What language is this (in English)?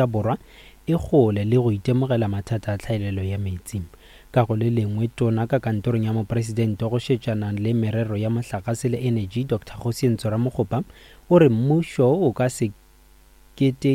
Northern Sotho